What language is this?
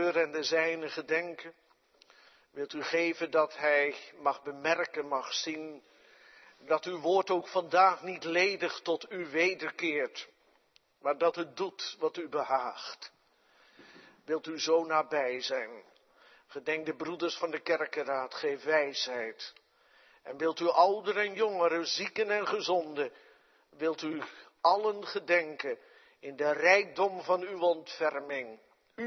Dutch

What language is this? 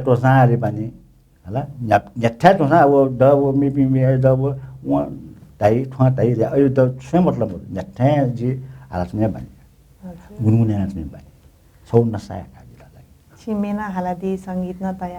Newari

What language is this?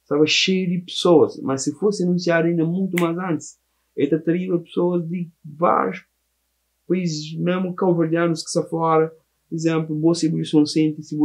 Kabuverdianu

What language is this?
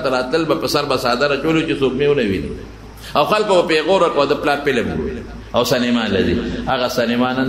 Pashto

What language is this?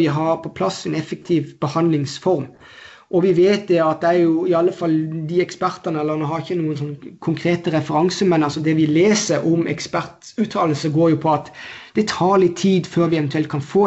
Norwegian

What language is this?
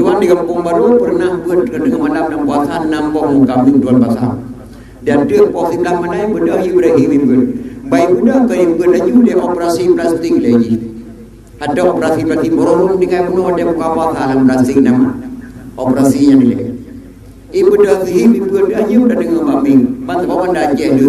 Achinese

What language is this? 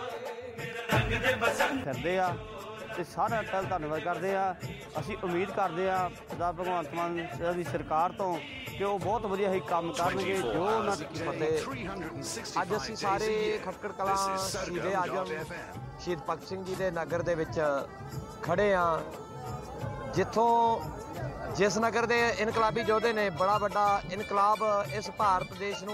Punjabi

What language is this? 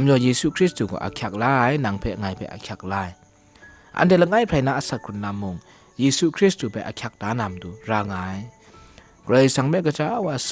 Kachin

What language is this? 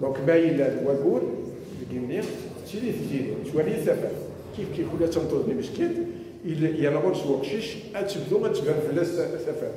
Kabyle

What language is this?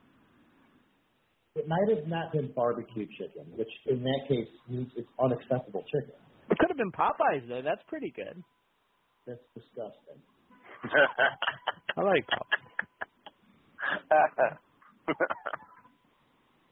English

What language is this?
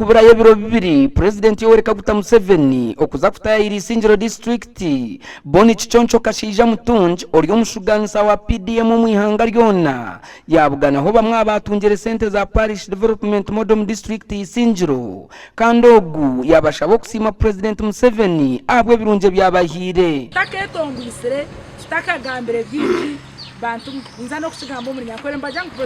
Nyankole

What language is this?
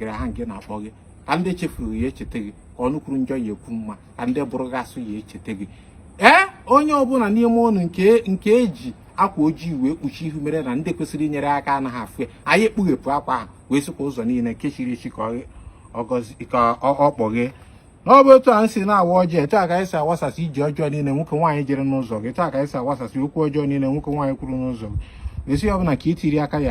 Igbo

